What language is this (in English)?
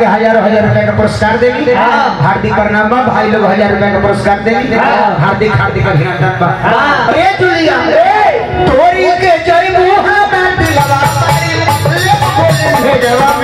Bhojpuri